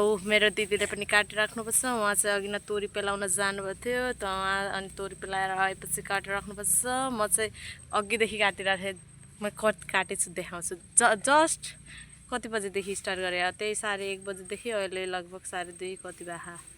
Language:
Nepali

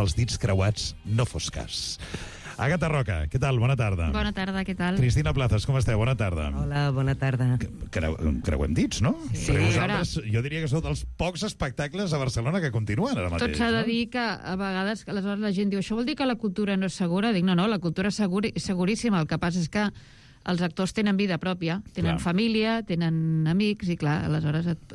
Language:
Catalan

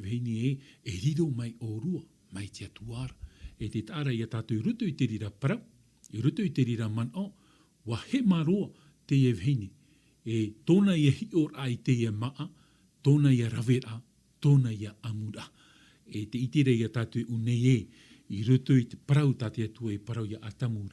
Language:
Tahitian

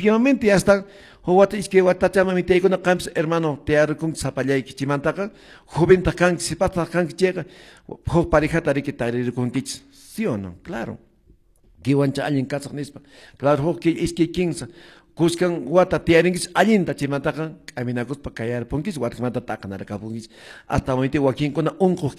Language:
Quechua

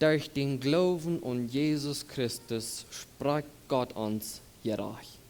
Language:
Plautdietsch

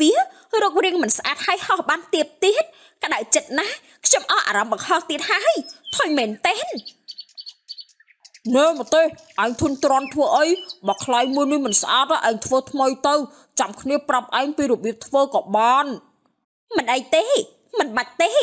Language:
Khmer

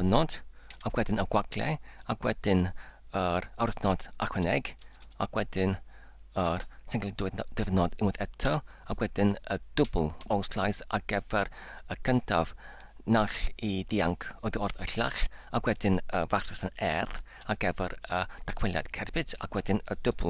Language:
Welsh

